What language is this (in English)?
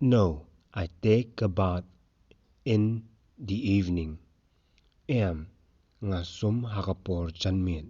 Khasi